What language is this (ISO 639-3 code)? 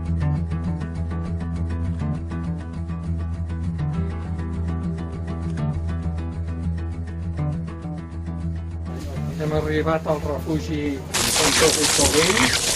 cat